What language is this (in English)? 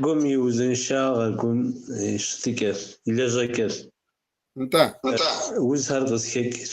Kabardian